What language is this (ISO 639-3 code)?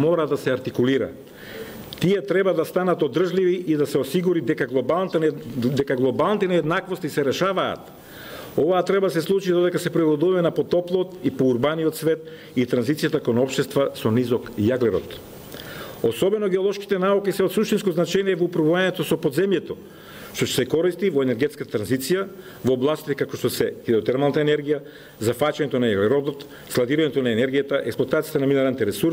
mkd